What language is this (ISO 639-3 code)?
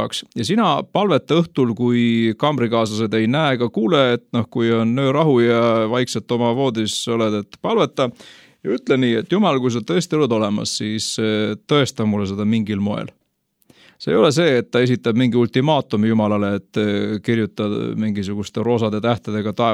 est